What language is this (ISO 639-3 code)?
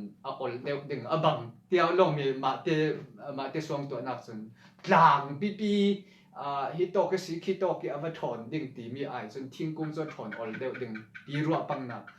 cfm